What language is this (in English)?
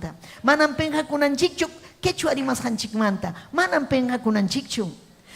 Ayacucho Quechua